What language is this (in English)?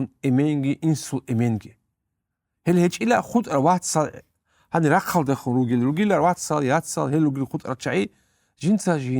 Avaric